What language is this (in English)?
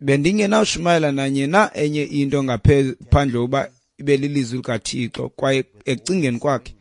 Xhosa